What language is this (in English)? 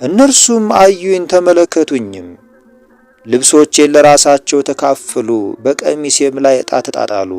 Amharic